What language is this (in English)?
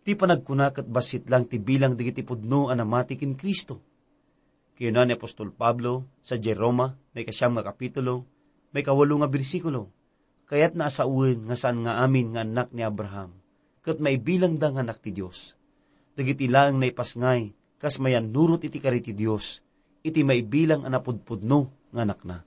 Iloko